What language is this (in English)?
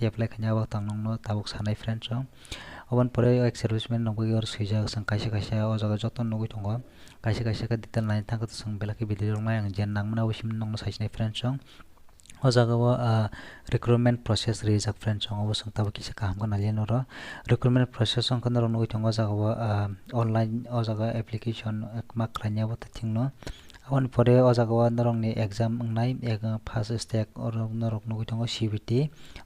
Kok Borok